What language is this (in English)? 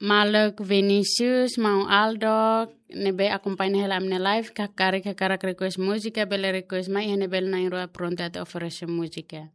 Tetum